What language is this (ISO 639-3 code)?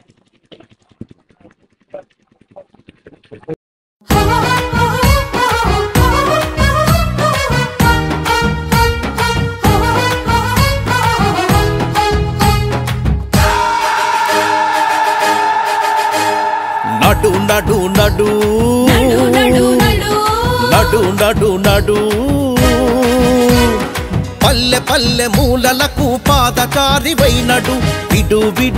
tel